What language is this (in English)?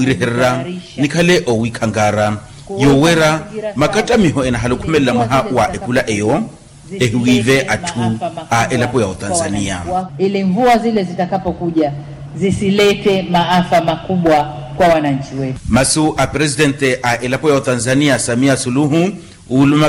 Makhuwa